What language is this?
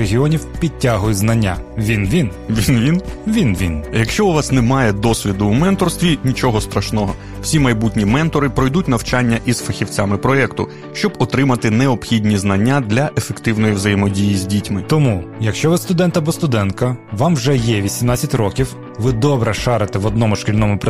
Ukrainian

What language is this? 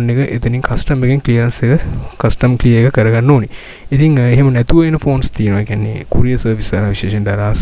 Sinhala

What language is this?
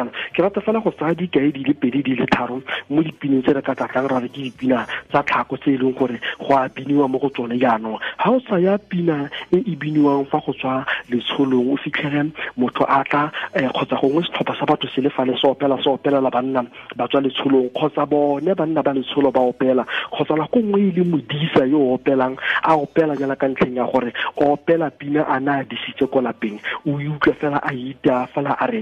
Tswana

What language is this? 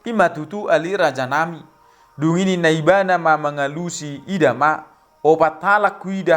Batak Toba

